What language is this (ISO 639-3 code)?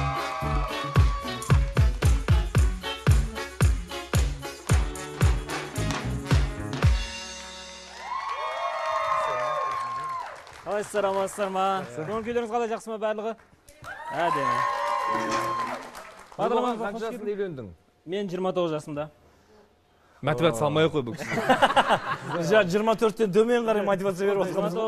kaz